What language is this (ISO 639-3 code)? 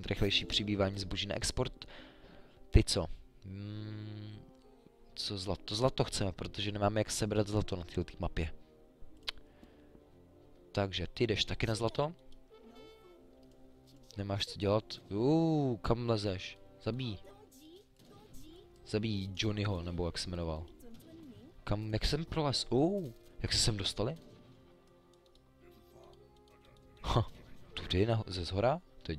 ces